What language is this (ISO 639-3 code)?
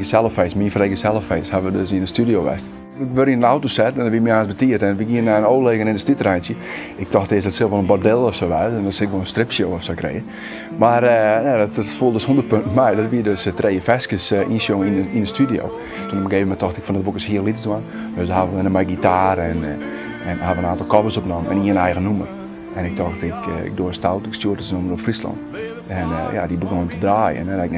fry